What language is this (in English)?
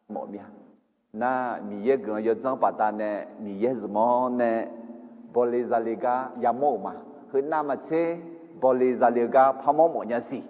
Akha